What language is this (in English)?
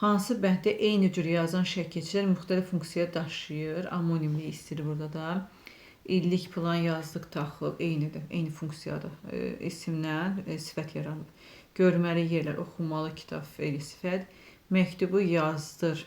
Azerbaijani